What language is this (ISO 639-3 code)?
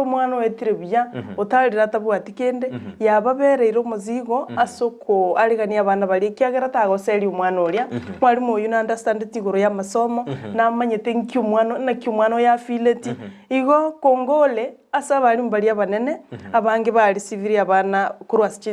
guz